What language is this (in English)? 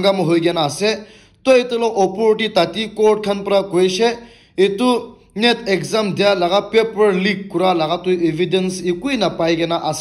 Naga Pidgin